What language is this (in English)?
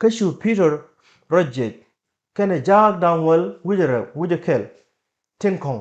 Nuer